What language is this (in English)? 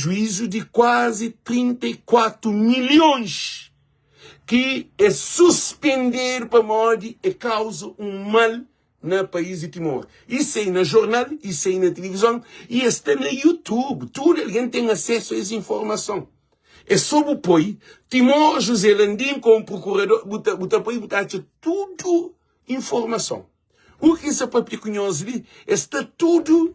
Kabuverdianu